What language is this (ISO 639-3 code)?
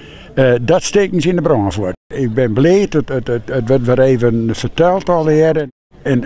fry